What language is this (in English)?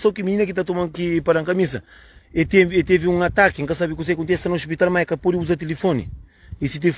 Kabuverdianu